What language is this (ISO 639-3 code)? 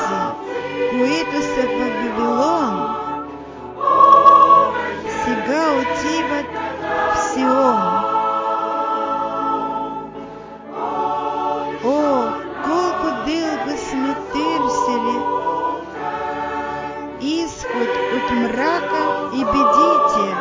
bul